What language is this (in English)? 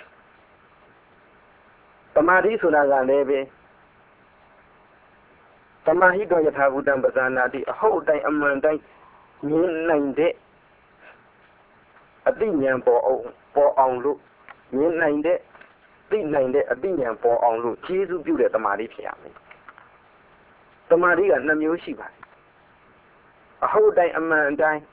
Burmese